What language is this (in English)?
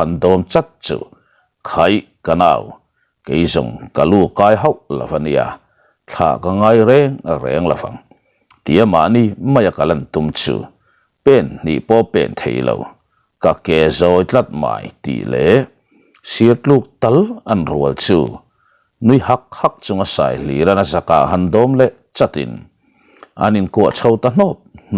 Mizo